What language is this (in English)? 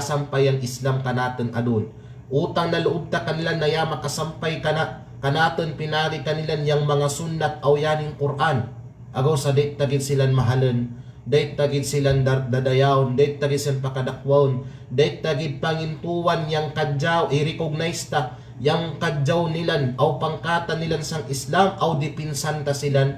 Kalagan